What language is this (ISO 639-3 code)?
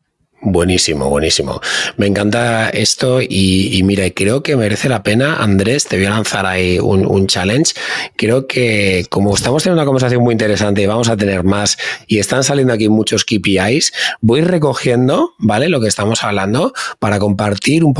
spa